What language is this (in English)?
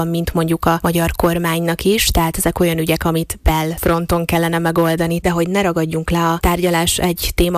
Hungarian